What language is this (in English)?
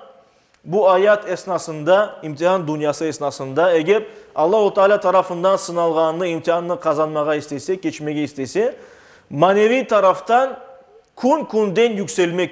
Crimean Tatar